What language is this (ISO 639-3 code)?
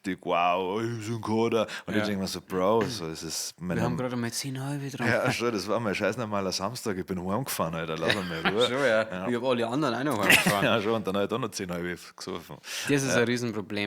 bar